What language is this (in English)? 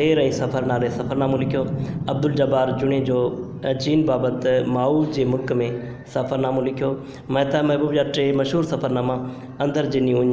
Sindhi